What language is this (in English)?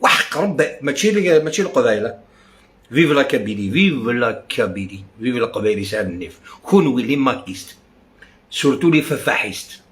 Algerian Arabic